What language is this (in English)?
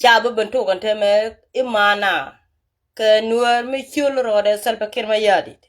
Nuer